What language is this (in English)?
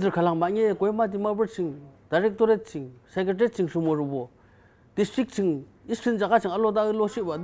Yimchungru Naga